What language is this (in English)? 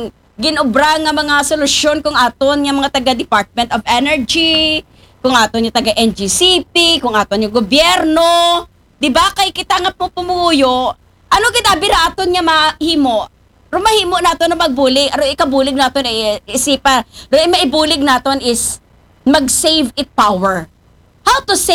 Aklanon